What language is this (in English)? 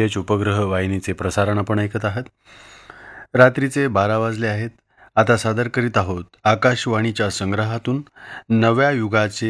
Marathi